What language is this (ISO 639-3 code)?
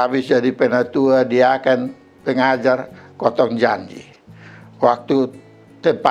mkn